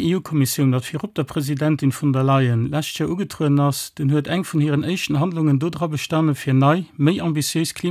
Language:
Luxembourgish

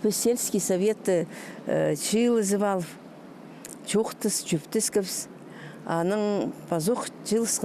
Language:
Khakas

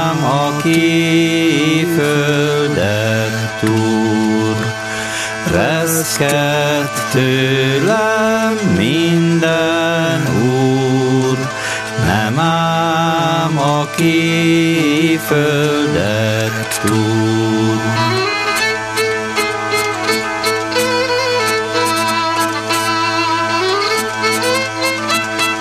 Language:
Hungarian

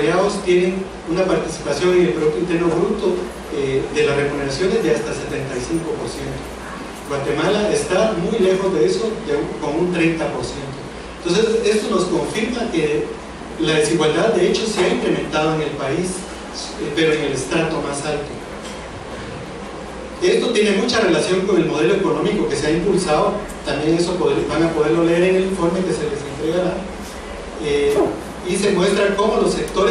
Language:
Spanish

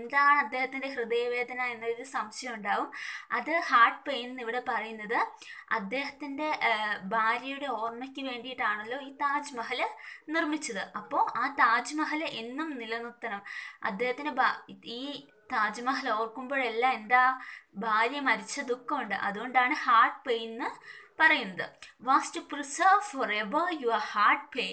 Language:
Malayalam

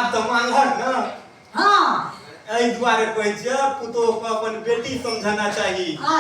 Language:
Maithili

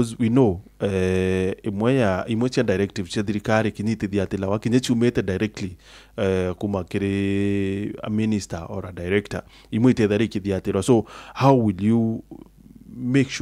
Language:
Meru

